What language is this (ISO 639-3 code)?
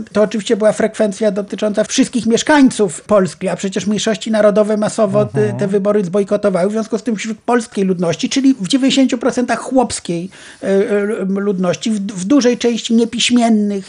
pol